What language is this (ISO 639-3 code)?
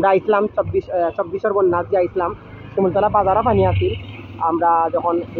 syl